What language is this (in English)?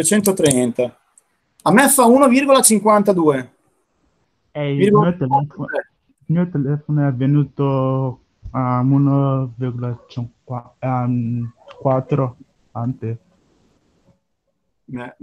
Italian